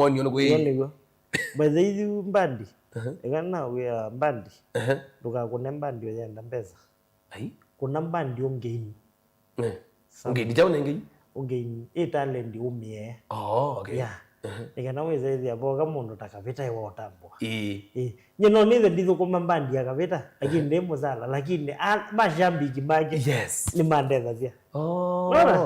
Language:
Kamba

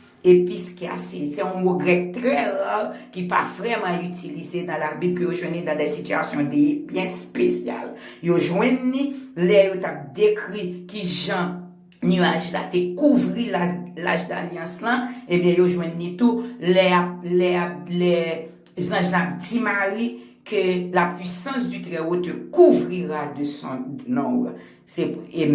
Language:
Haitian Creole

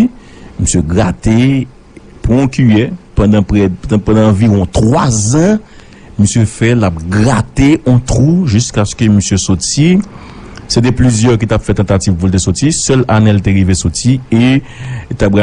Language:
Haitian Creole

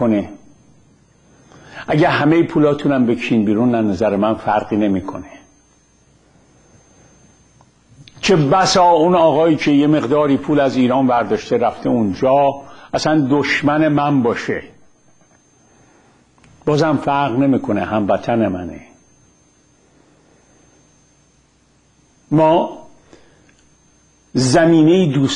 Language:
Persian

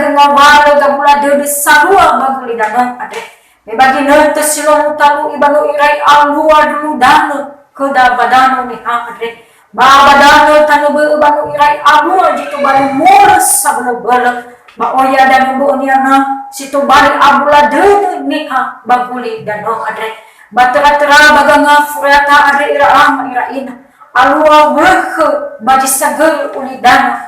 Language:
Nias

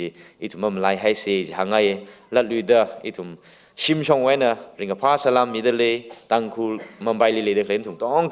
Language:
Tangkhul Naga (India)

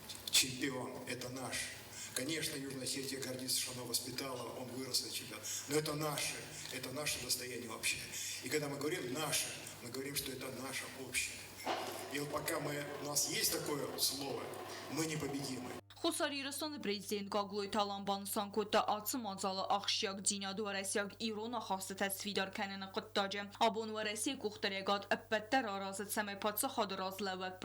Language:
Ossetic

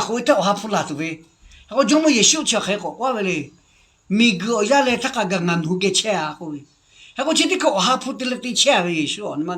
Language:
Lahu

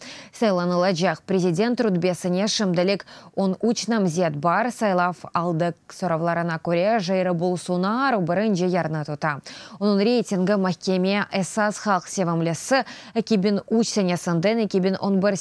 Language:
Crimean Tatar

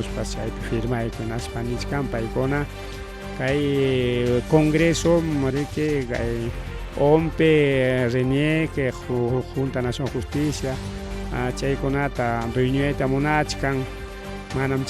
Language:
Ayacucho Quechua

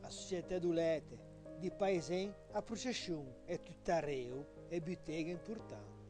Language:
Ligurian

